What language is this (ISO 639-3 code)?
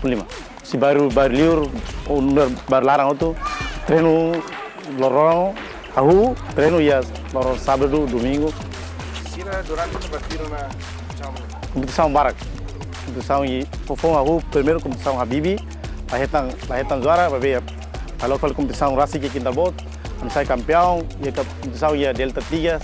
tet